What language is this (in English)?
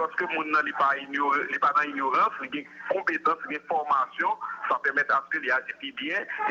Haitian Creole